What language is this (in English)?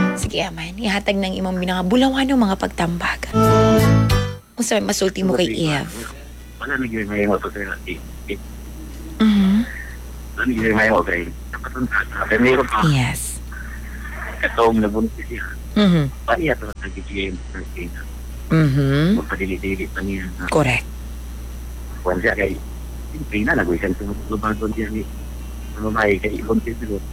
Cebuano